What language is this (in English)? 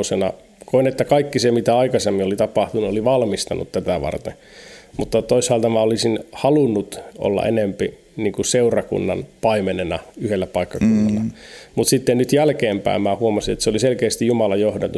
Finnish